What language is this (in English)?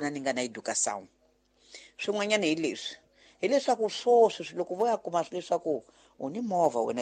Tsonga